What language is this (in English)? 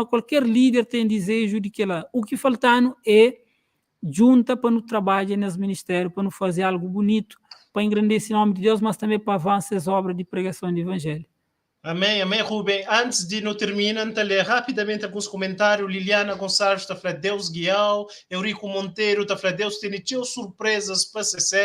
Kabuverdianu